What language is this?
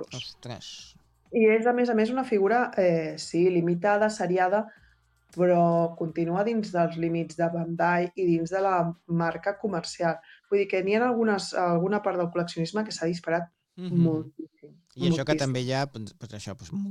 Catalan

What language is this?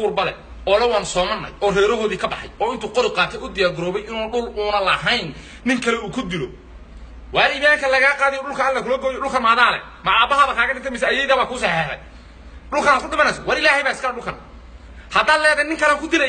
Somali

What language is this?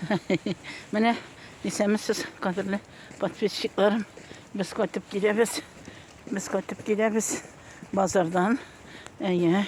Tatar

